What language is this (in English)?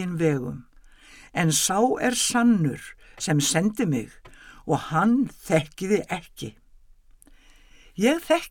Icelandic